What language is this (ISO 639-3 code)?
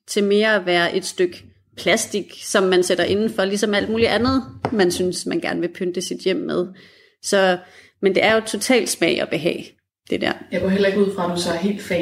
dan